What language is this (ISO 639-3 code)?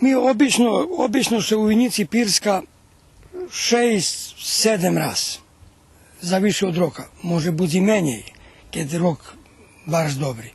rue